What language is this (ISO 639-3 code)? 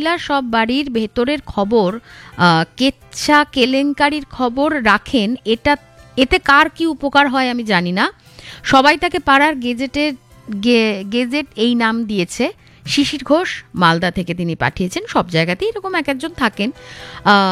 ben